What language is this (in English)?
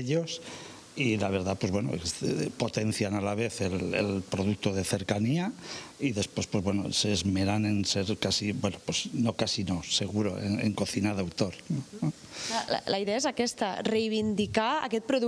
Catalan